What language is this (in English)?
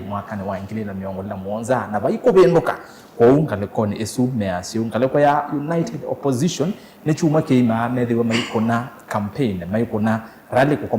Kamba